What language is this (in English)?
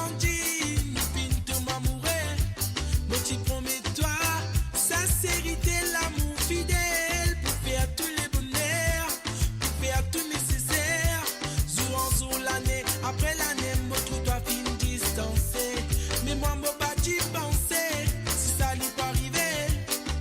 Morisyen